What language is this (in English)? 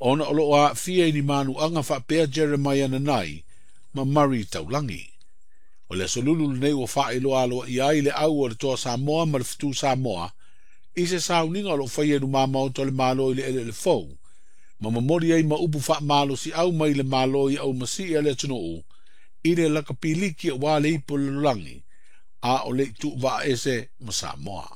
Samoan